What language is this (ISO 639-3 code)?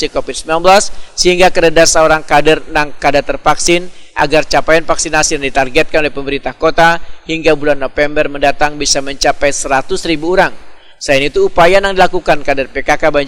bjn